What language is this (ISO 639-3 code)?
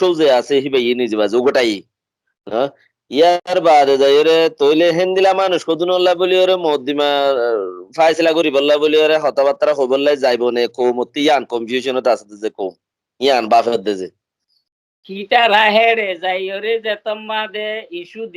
rhg